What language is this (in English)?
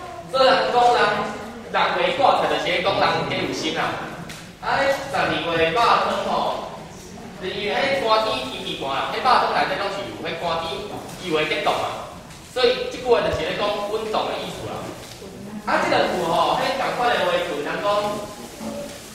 Min Nan Chinese